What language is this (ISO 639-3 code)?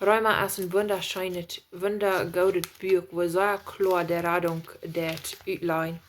pdt